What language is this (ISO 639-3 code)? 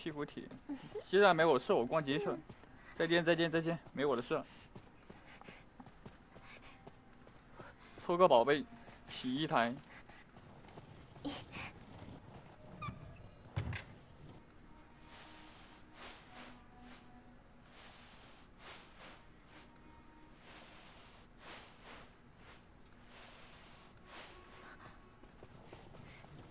zho